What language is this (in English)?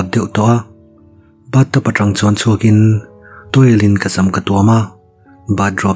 Mizo